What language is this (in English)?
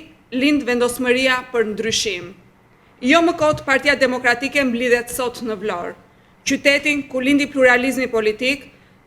Albanian